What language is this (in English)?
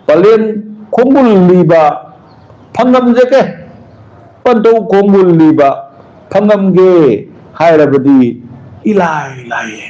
Manipuri